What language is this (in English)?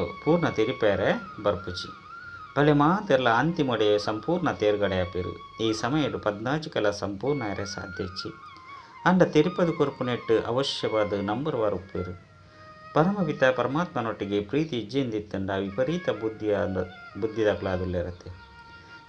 Tulu